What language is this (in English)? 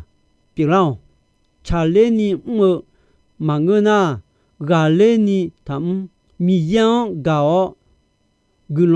Akha